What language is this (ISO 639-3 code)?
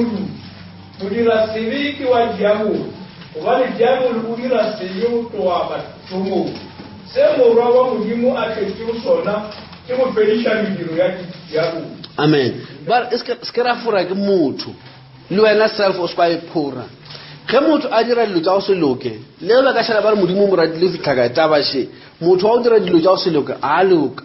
nso